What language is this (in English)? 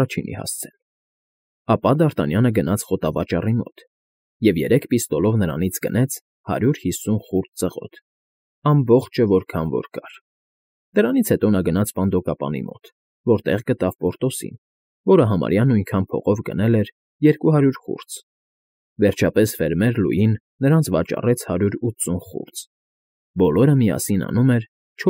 Armenian